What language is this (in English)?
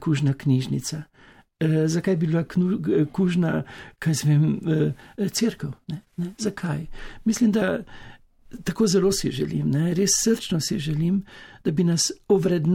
Slovenian